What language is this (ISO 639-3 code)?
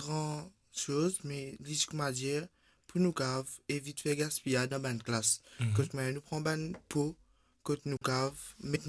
mfe